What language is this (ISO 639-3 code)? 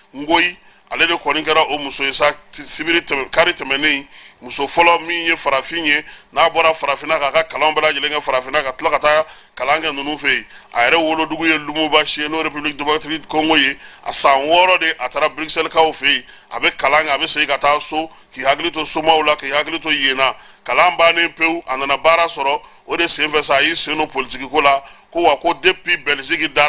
bam